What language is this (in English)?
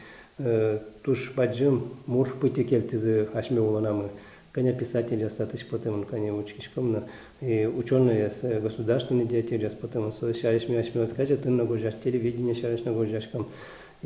Udmurt